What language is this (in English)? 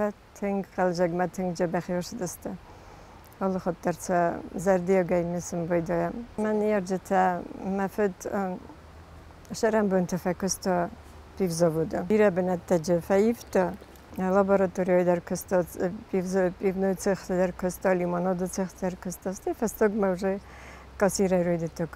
Ossetic